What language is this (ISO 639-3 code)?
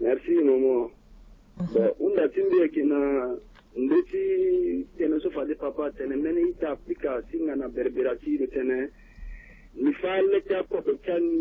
sag